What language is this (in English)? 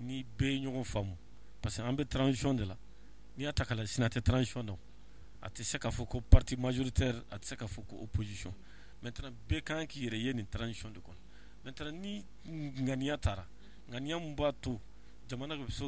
Bambara